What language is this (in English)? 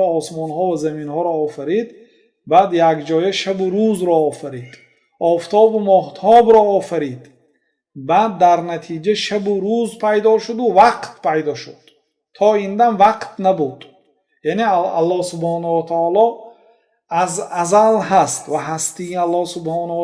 Tajik